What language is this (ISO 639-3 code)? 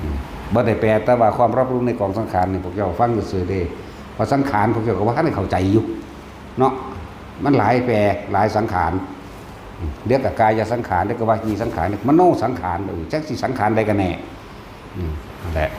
tts